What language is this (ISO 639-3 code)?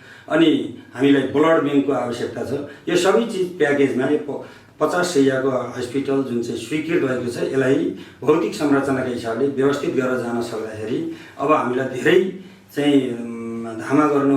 nep